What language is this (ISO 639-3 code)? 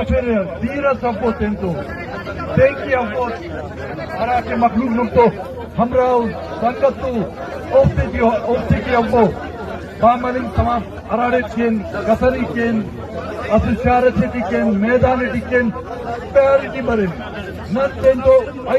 bgp